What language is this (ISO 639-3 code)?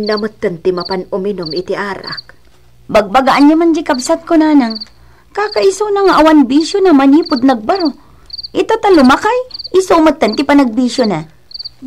ilo